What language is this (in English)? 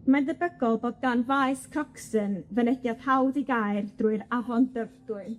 Welsh